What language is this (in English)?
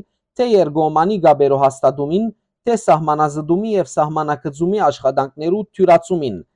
Western Armenian